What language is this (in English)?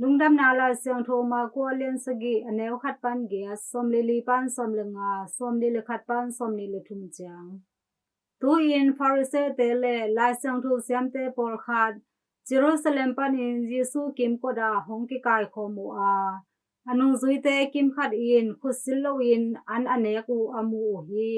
Tedim Chin